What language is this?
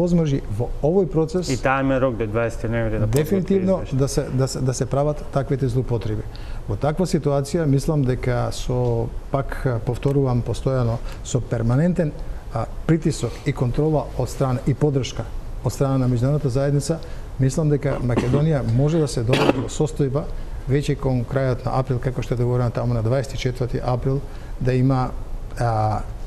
Macedonian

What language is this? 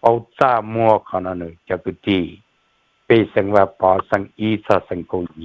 Hmong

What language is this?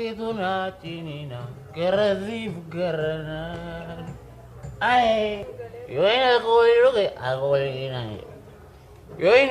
Oromo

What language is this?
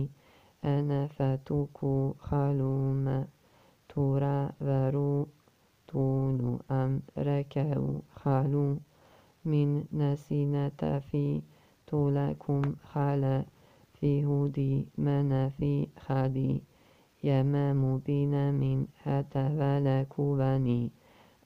Arabic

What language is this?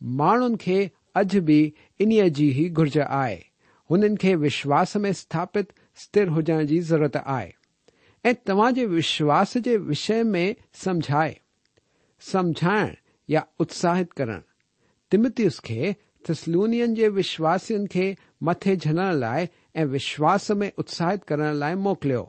Sindhi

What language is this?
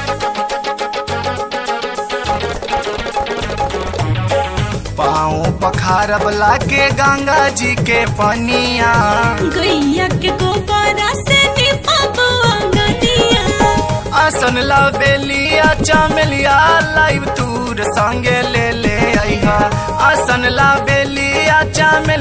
Bhojpuri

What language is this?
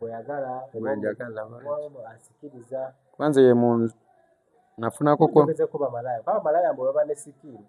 Ganda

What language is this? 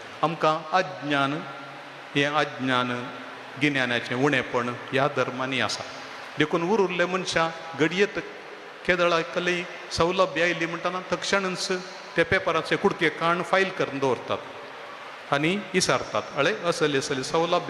Konkani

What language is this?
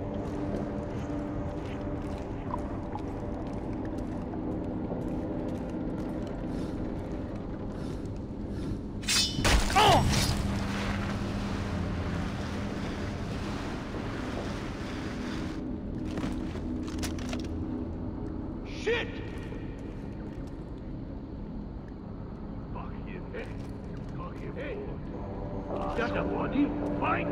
English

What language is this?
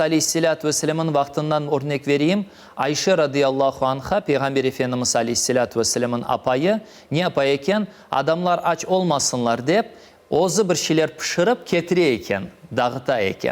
Crimean Tatar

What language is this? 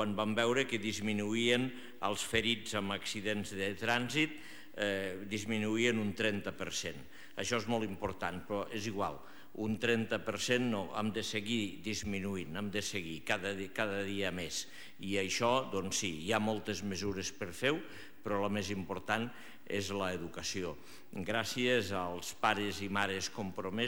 Catalan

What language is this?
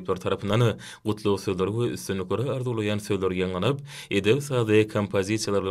Turkmen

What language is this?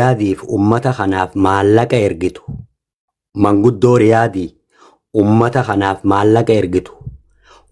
Oromo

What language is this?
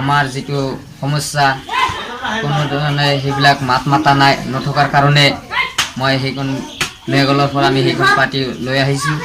Assamese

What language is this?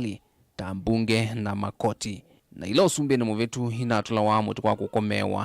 Kamba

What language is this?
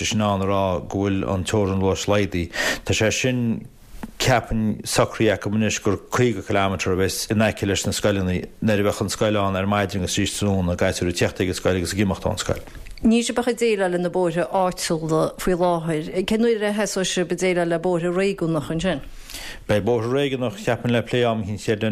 Irish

